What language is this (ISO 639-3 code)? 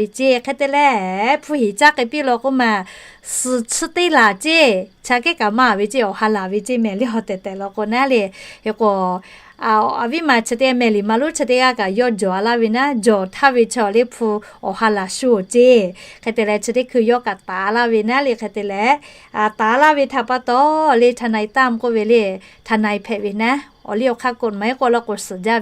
lhu